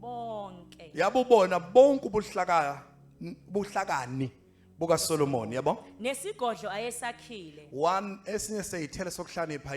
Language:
Zulu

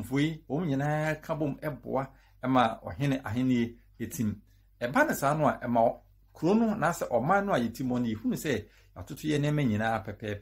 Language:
Akan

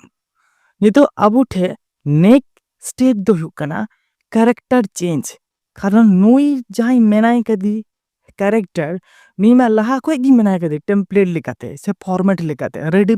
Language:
Santali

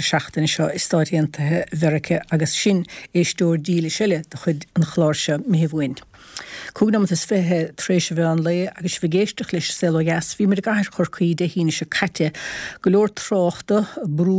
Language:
Irish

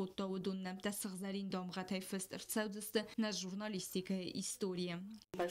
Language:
Ossetic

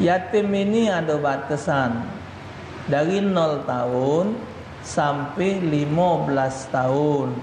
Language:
Musi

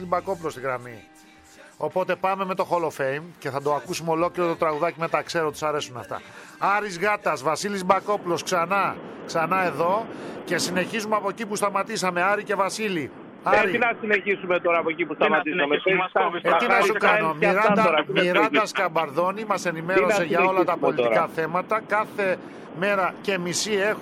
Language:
Greek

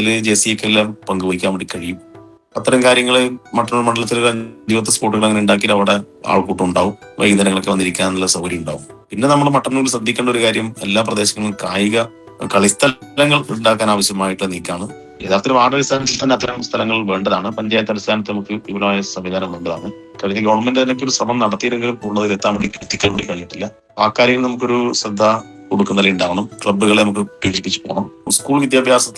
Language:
Malayalam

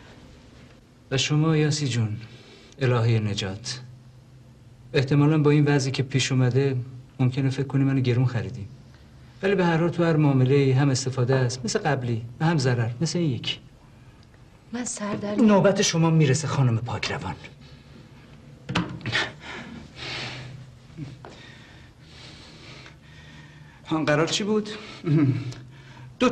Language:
Persian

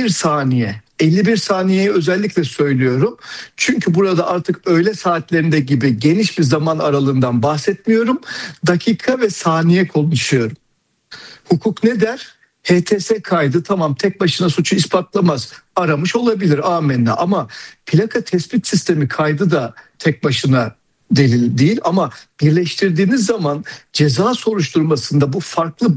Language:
Turkish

